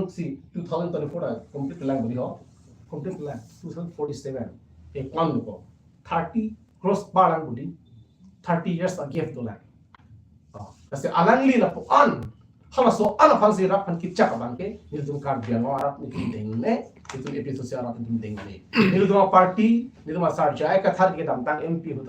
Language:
Karbi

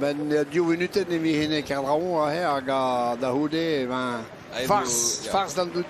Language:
Breton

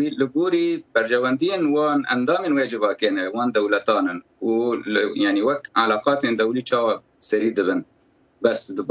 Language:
Kurdish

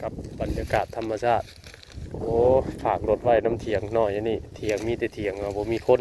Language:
Northeastern Thai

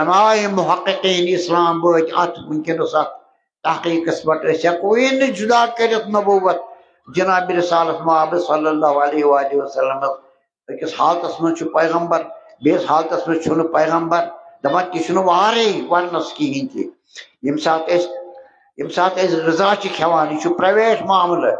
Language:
Kashmiri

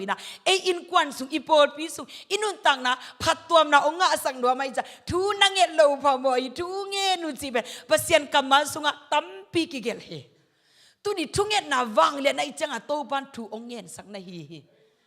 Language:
Tedim Chin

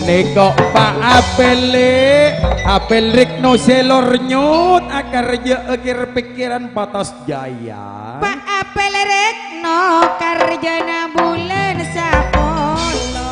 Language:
Madurese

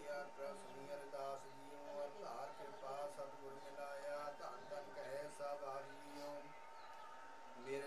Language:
Punjabi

